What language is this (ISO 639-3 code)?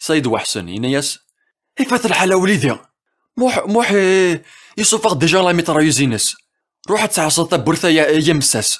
kab